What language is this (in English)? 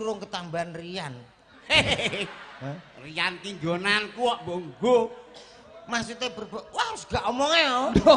Javanese